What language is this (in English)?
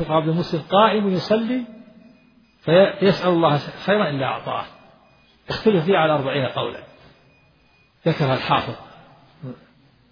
Arabic